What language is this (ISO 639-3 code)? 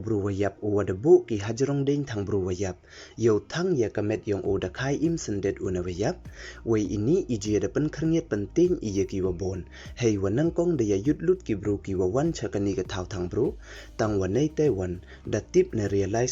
pbv